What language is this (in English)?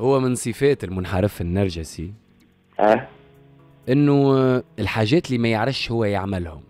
Tunisian Arabic